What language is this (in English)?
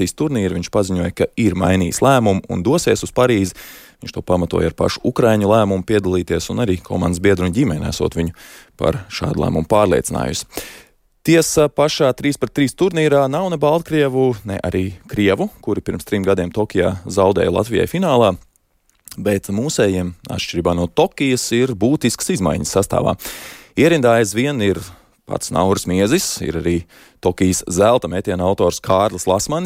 Latvian